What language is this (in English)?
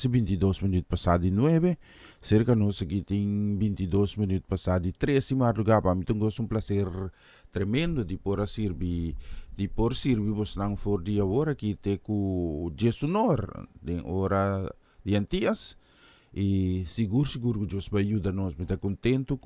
Papiamento